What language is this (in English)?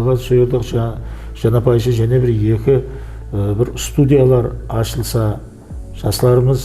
Kara-Kalpak